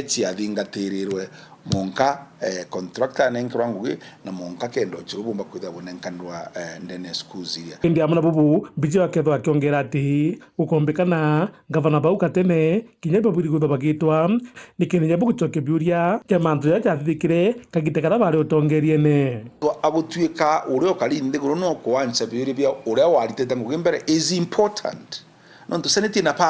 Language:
Meru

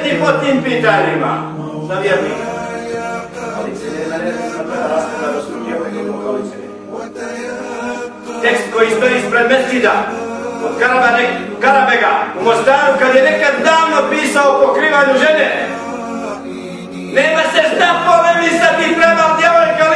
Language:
Bosnian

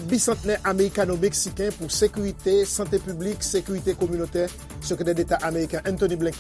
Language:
Haitian Creole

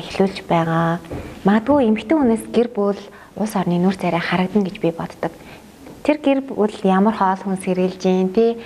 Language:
Mongolian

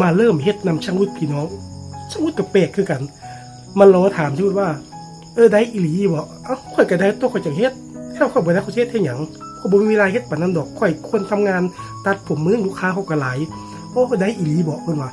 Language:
Northeastern Thai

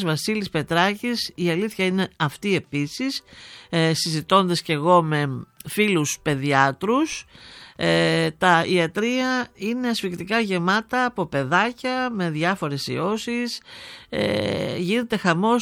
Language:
Greek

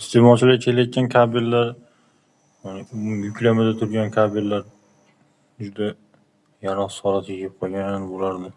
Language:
Uzbek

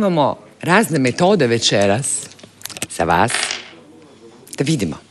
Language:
Croatian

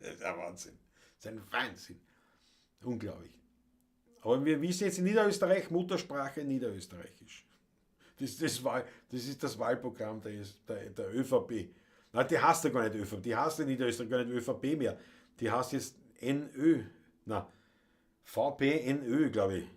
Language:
Bavarian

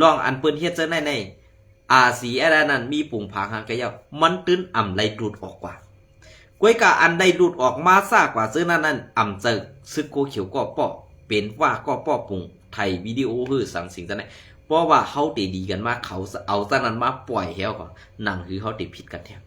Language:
Shan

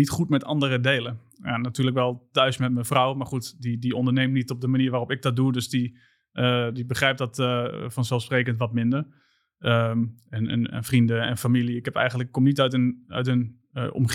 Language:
Dutch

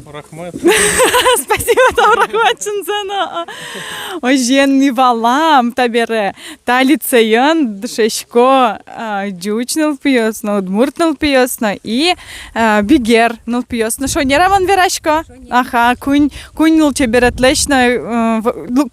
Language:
Udmurt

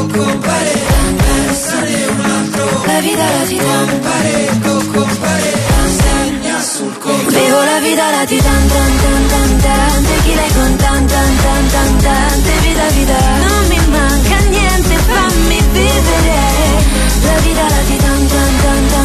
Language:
Italian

